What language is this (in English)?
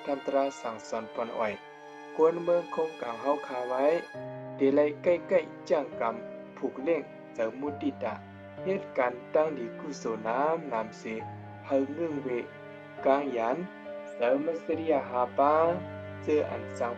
Shan